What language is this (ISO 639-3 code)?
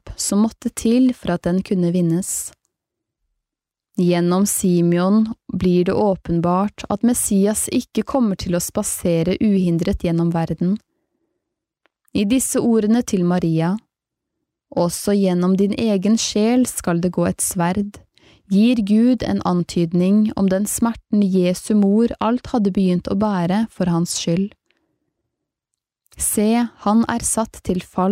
nor